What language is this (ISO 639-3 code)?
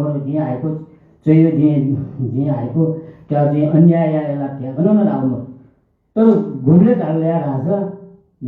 new